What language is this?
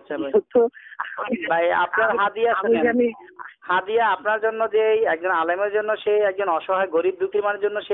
Bangla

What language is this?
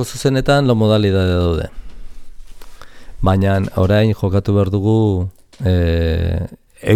Basque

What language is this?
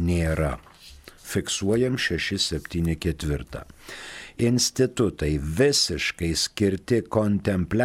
Lithuanian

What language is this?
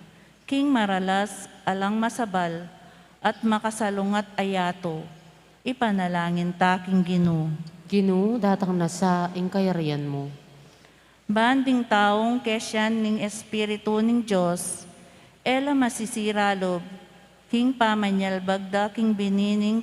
Pampanga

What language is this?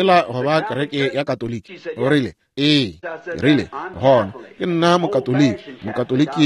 Northern Sotho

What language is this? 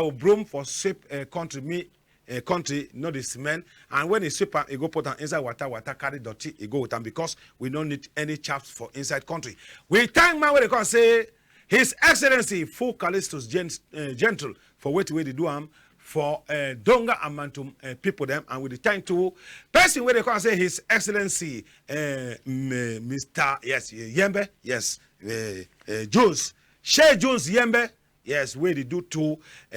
Cameroon Pidgin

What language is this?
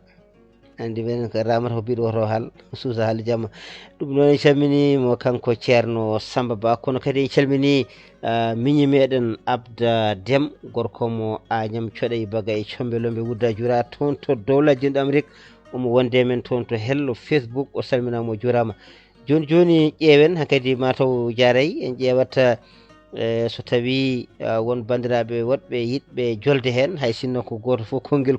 Fula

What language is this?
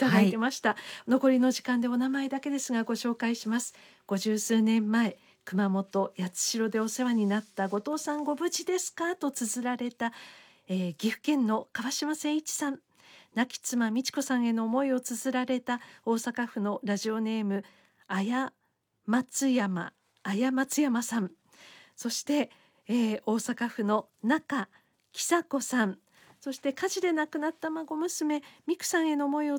Japanese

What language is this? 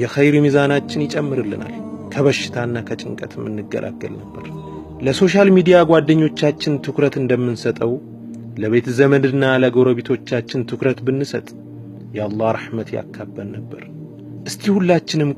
Amharic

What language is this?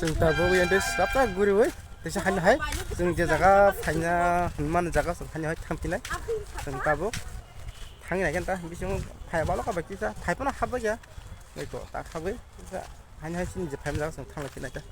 Kok Borok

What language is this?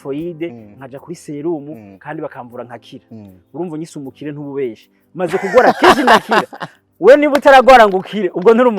Rundi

